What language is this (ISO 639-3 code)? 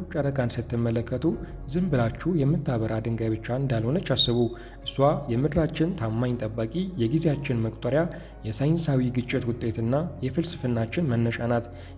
amh